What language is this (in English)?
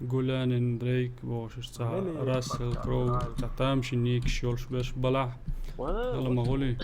Chechen